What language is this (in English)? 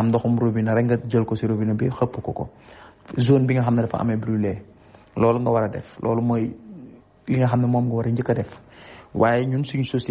Wolof